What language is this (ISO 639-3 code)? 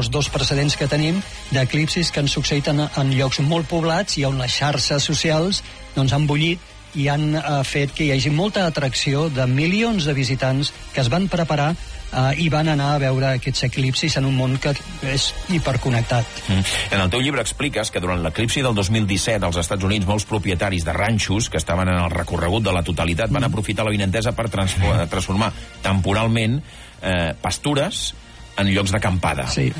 cat